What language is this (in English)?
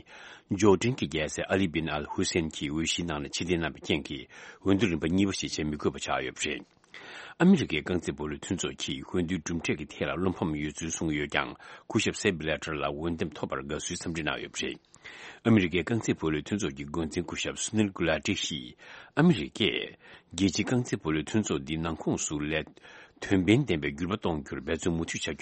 Tibetan